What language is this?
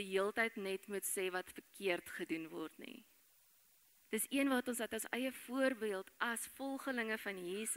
Afrikaans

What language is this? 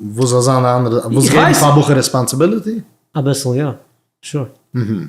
Yiddish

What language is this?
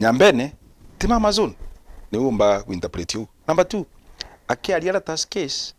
Meru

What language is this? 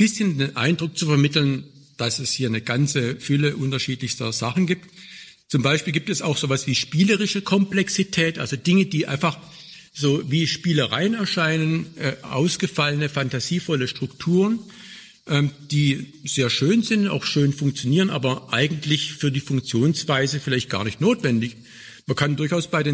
German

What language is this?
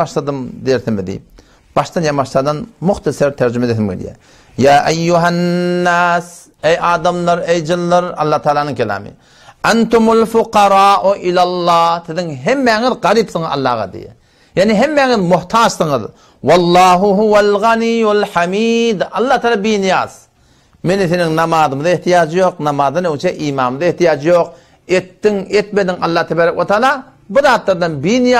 Turkmen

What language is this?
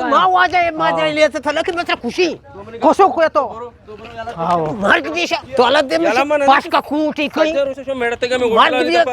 Eastern Balochi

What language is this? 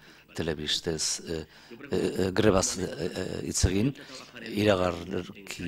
Basque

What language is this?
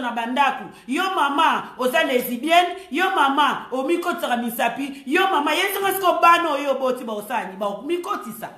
Lingala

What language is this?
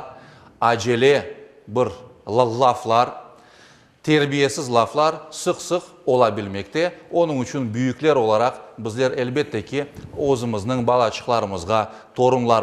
Crimean Tatar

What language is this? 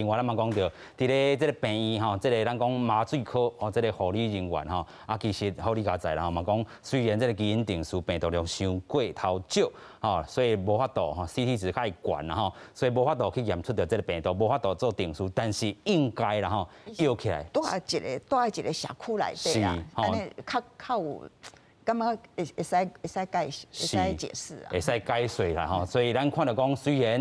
Min Nan Chinese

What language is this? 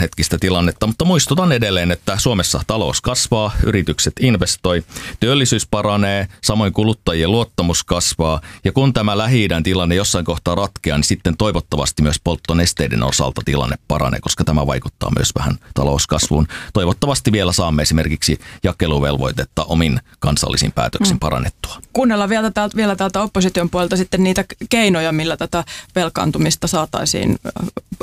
Finnish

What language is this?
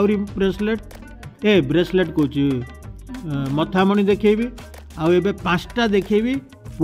Odia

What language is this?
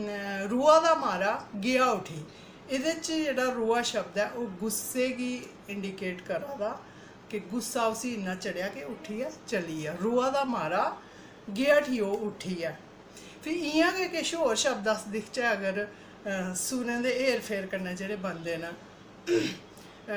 Dogri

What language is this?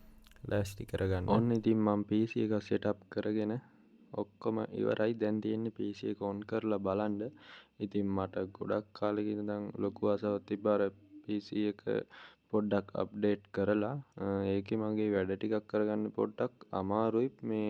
Sinhala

